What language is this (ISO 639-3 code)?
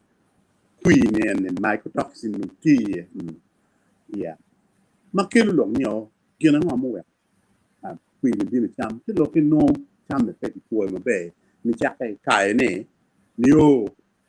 ach